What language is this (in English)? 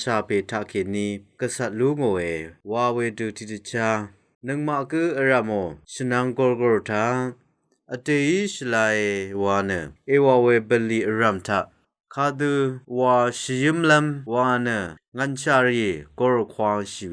Rawang